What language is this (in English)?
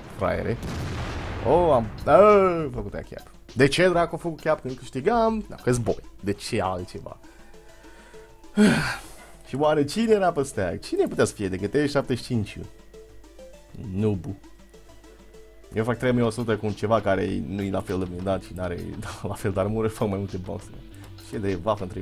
Romanian